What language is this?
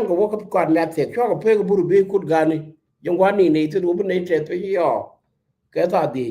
Nuer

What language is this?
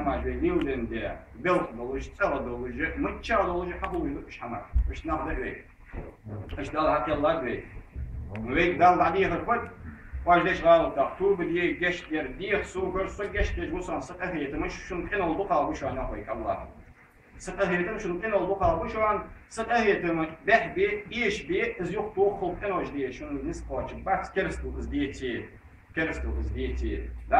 Ingush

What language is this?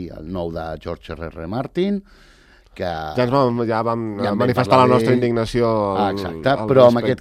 Catalan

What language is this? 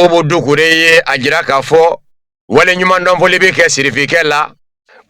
Bambara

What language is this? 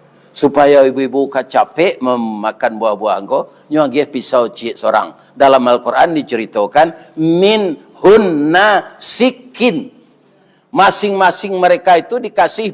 Minangkabau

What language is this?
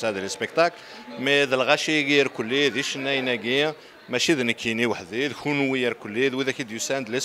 Kabyle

